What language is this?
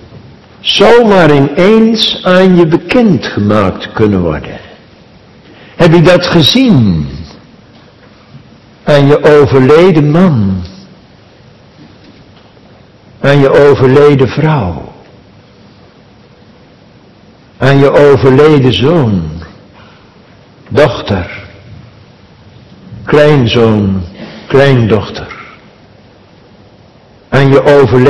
Dutch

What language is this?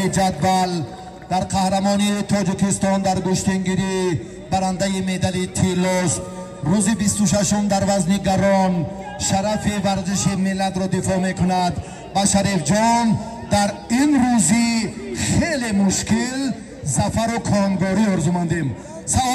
Tajik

